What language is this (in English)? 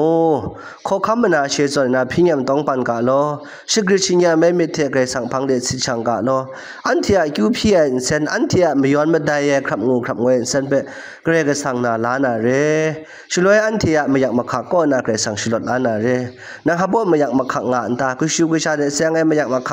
Kachin